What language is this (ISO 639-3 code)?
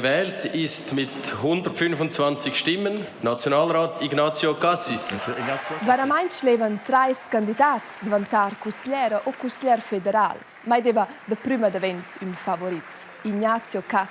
roh